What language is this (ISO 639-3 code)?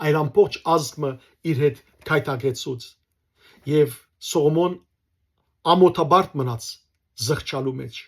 hyw